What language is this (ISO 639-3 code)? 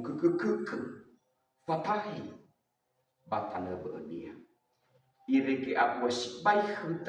nia